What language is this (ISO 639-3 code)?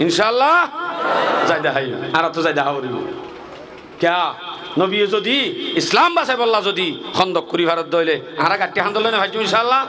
rhg